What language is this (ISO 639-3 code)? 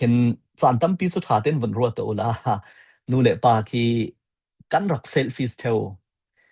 cfm